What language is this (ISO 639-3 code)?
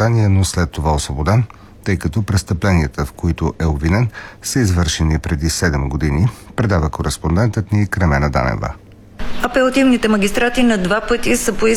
bul